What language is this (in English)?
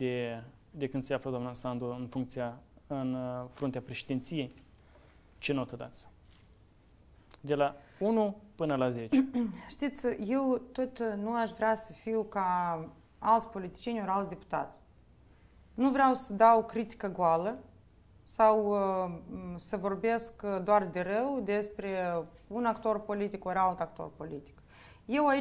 Romanian